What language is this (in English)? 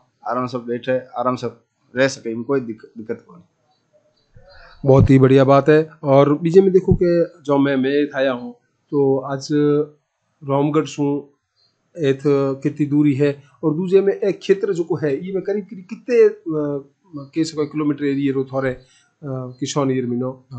Hindi